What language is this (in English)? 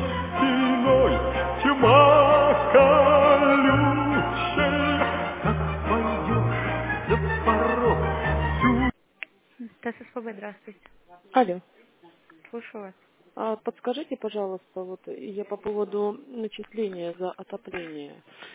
Russian